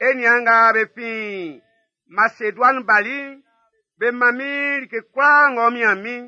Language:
Baoulé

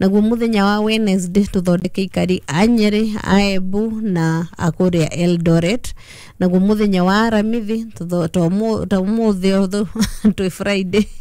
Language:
Kikuyu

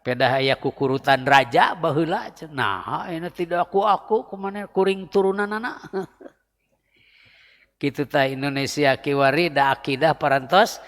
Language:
Sundanese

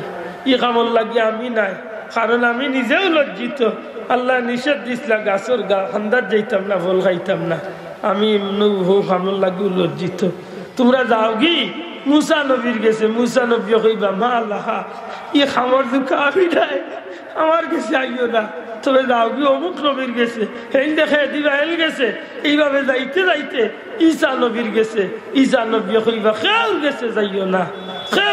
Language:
Sylheti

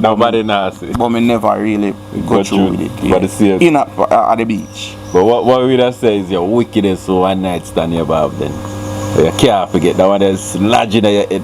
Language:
Jamaican Creole English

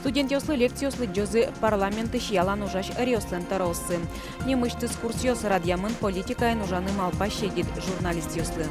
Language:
Udmurt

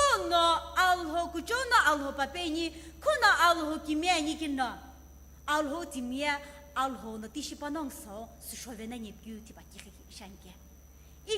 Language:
Sumi Naga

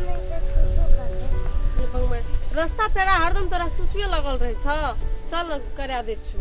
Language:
Maithili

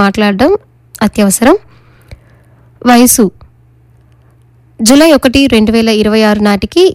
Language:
Telugu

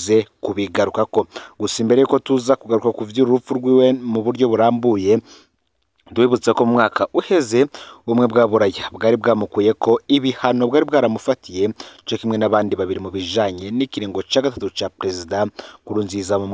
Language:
Rundi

